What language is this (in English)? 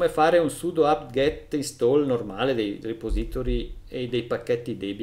Italian